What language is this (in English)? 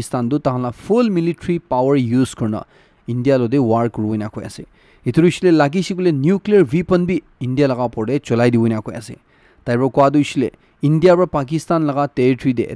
Naga Pidgin